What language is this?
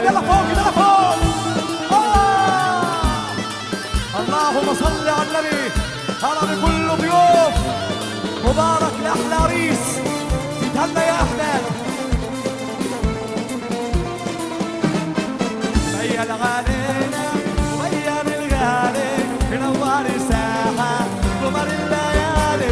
South Levantine Arabic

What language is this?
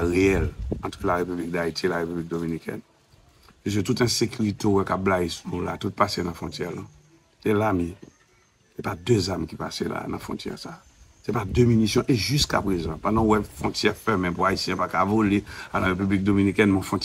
Haitian Creole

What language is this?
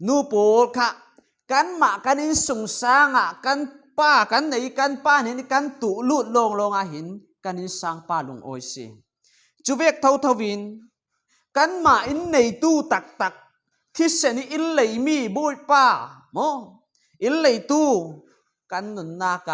Falam Chin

